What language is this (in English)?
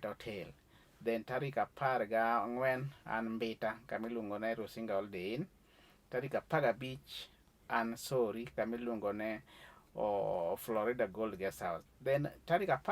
Luo (Kenya and Tanzania)